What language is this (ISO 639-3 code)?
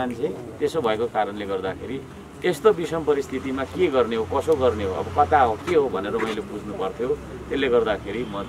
nep